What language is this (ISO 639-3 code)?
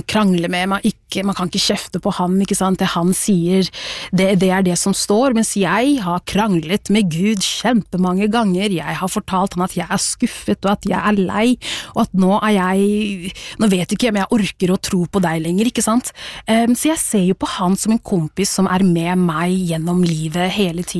nor